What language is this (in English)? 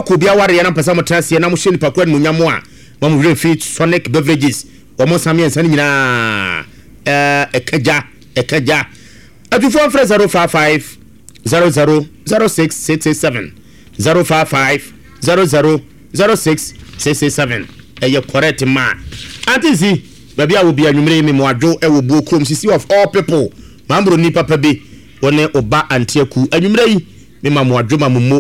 Akan